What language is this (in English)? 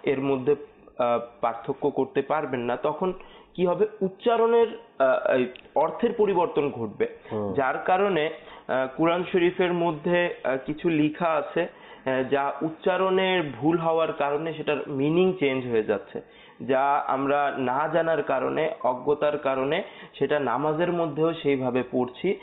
Bangla